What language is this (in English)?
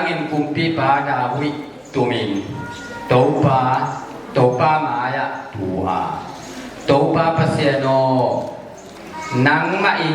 Tedim Chin